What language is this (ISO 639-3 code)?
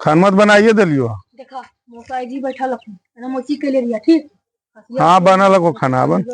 mag